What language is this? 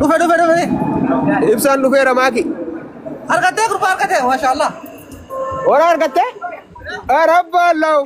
Oromo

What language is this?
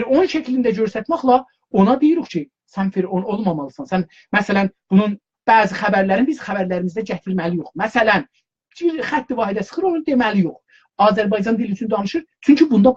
South Azerbaijani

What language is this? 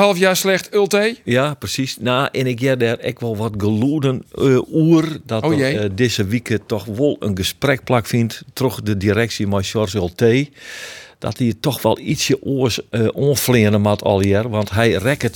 Western Frisian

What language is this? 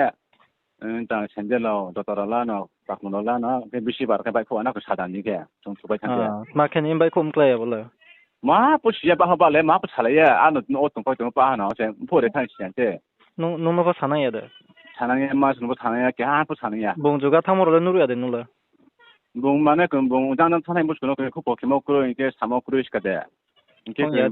Riang (India)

